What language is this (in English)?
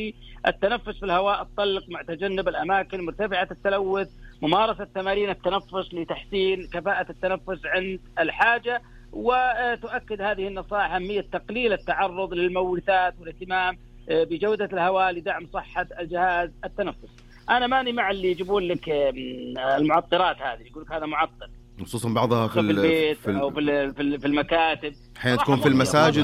Najdi Arabic